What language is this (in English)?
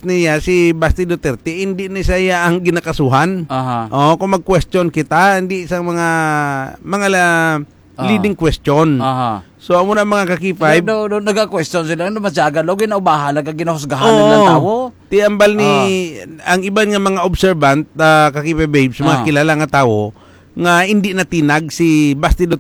Hiligaynon